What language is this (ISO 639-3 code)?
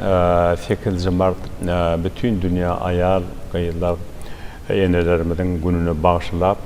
tuk